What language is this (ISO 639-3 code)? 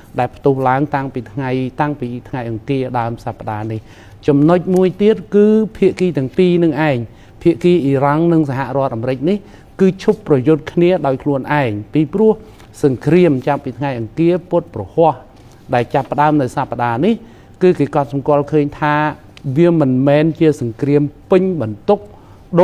khm